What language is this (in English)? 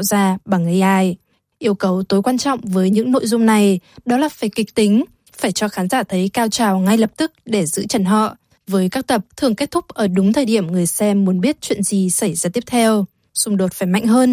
Vietnamese